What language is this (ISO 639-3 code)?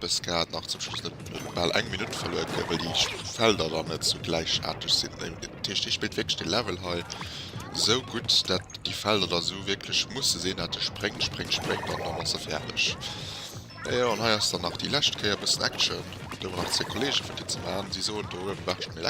ltz